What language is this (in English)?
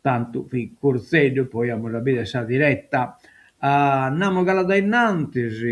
Sardinian